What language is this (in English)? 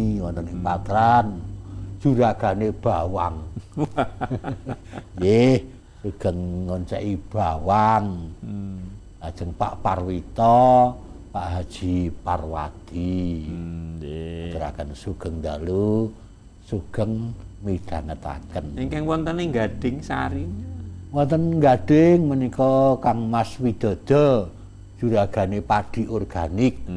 Javanese